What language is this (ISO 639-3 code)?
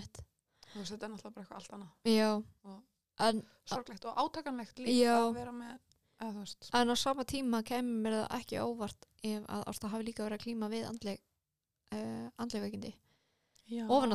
isl